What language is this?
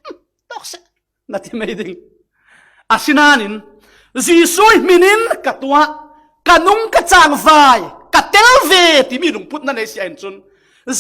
Falam Chin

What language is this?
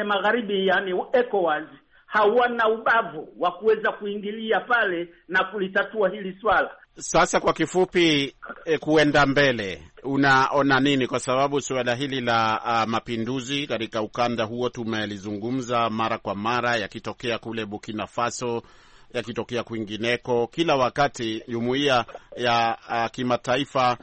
Swahili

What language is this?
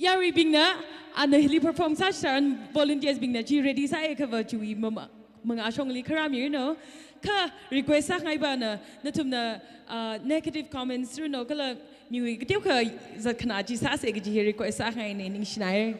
Tangkhul Naga (India)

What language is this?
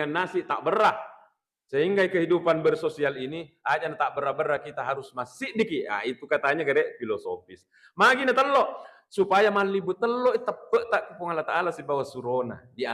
Buginese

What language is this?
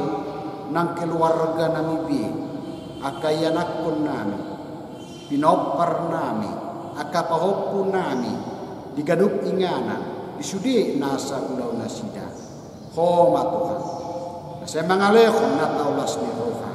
Batak Toba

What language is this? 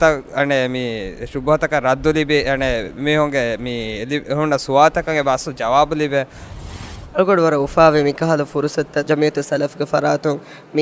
Divehi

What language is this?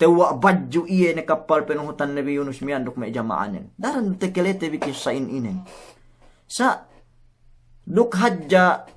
Yakan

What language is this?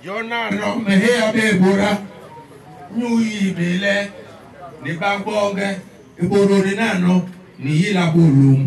Basaa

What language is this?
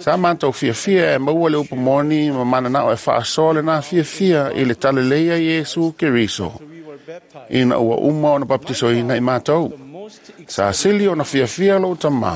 Samoan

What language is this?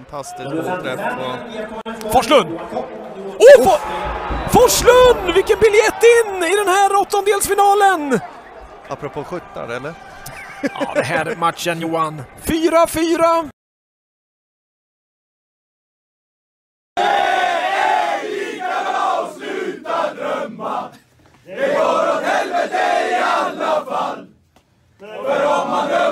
Swedish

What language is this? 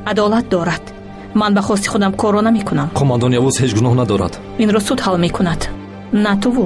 Tajik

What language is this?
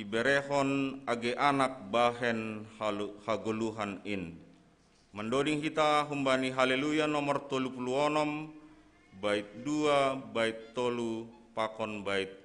Batak Simalungun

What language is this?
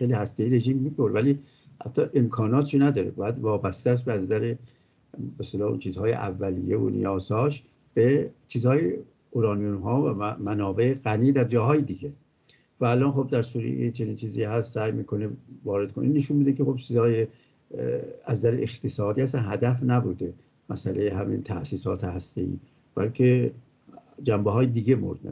Persian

